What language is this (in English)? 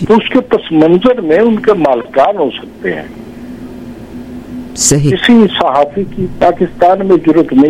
Urdu